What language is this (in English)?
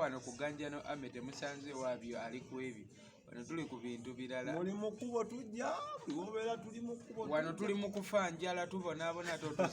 Ganda